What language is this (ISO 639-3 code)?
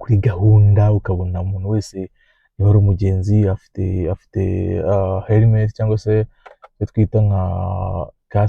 kin